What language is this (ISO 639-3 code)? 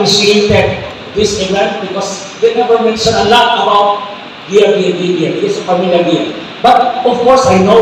mrw